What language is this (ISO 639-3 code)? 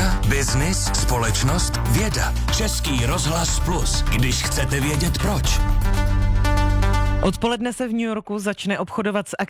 ces